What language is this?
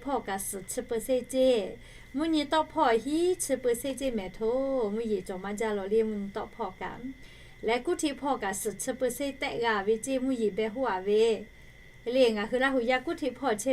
Lahu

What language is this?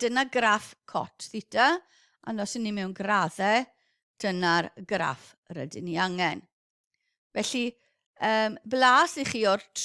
Welsh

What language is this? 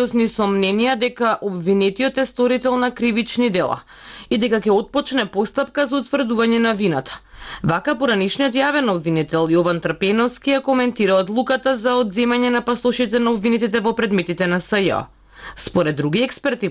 Macedonian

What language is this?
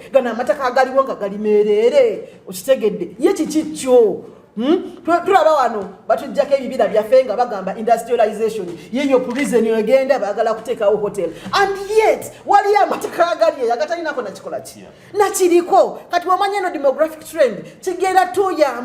Ganda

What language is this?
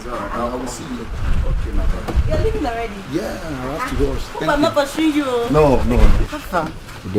Nigerian Pidgin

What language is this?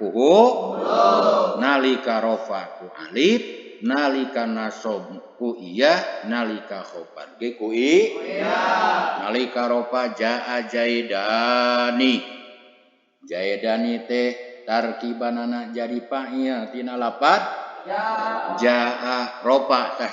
Sundanese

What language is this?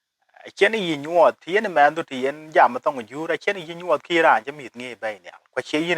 Dinka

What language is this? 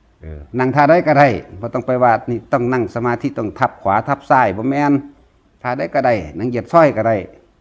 Northeastern Thai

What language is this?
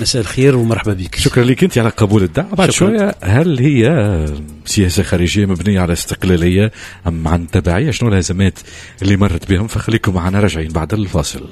Tunisian Arabic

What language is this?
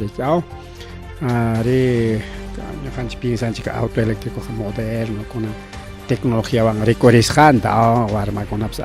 Ayacucho Quechua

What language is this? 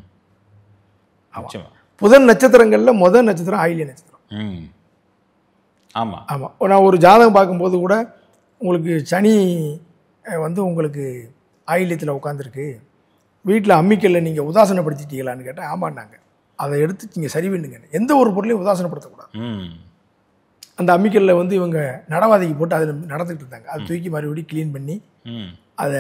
Tamil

